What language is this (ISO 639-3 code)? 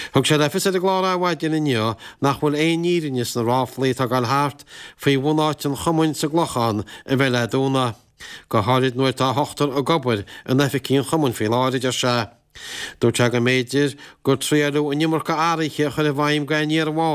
gle